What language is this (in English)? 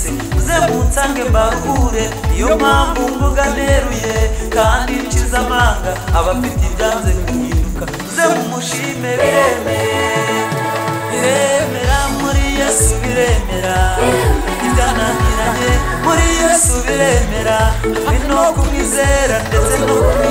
Kinyarwanda